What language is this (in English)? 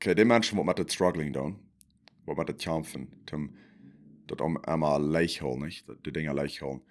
Plautdietsch